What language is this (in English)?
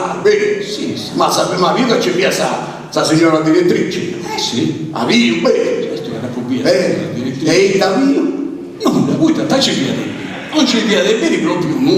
Sardinian